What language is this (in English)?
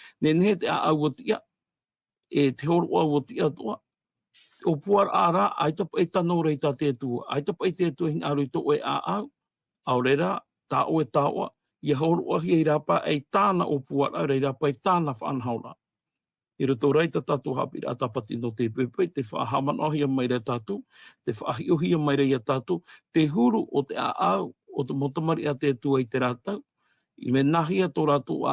Tahitian